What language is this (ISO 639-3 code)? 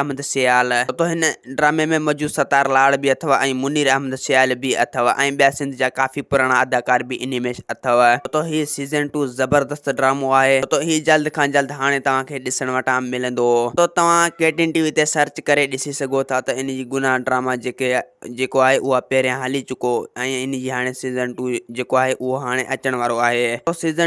snd